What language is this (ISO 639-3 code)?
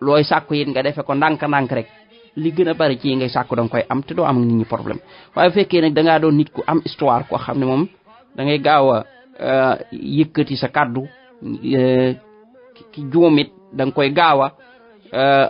wol